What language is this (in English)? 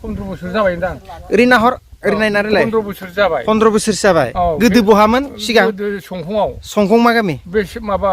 Bodo